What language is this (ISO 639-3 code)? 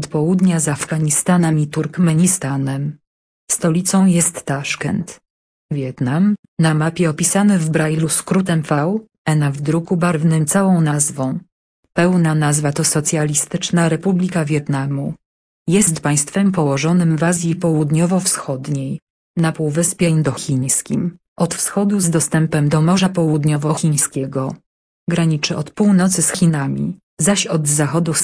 pol